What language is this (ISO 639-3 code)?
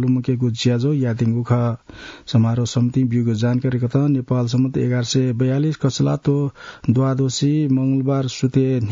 new